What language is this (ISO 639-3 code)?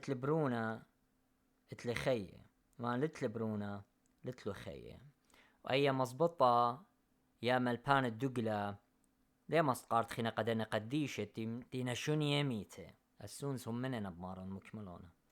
aii